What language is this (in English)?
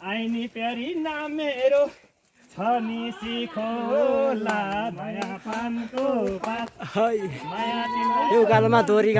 Nepali